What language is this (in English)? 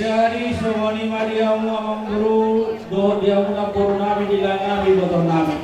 Batak Toba